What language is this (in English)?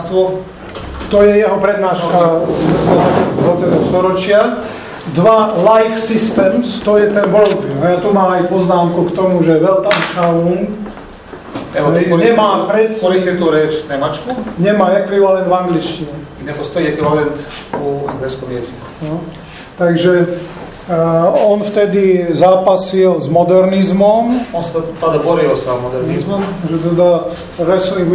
Slovak